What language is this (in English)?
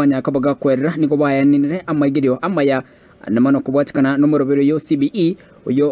Gusii